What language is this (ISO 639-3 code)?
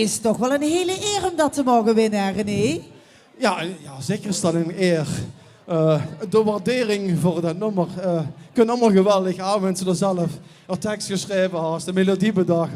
lim